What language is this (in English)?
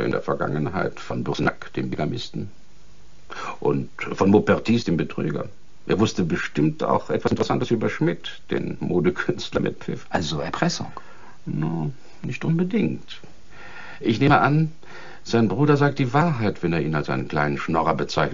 German